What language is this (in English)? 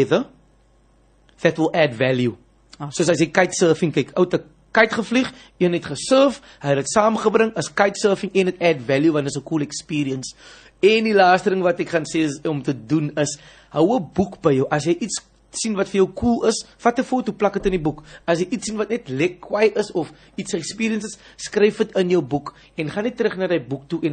Afrikaans